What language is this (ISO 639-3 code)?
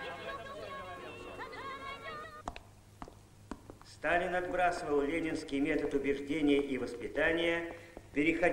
rus